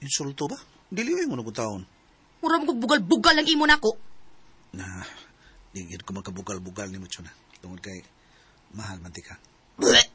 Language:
Cebuano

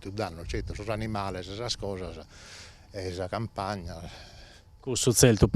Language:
Sardinian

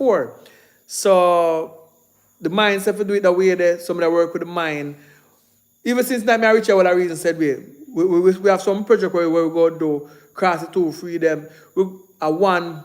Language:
Jamaican Creole English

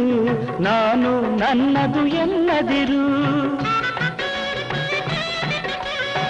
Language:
Kannada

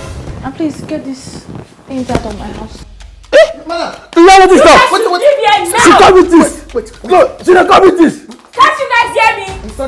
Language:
Nigerian Pidgin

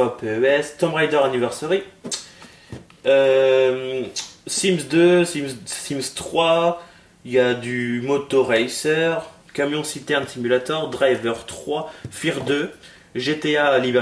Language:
French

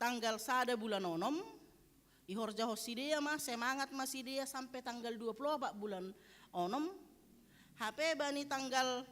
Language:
Batak Simalungun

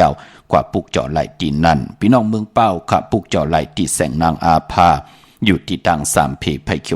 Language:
Shan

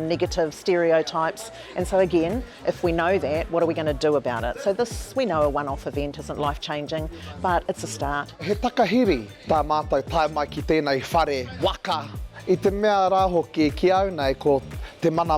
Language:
Māori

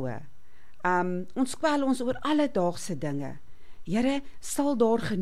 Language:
Afrikaans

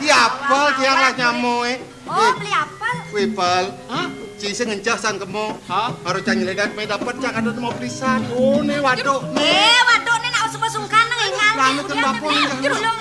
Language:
Balinese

